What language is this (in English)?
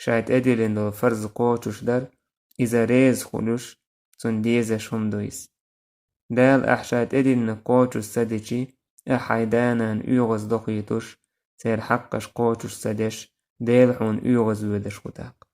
Chechen